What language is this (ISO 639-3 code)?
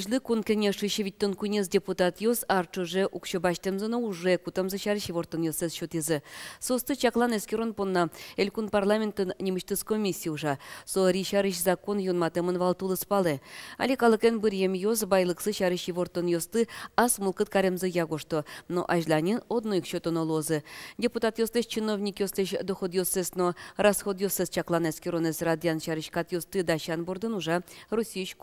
udm